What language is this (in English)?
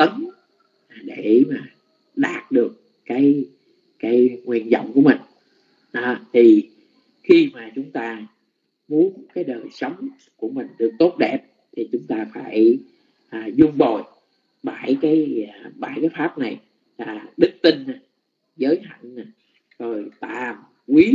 Vietnamese